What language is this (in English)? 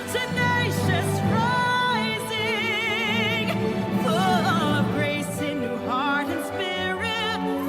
Pampanga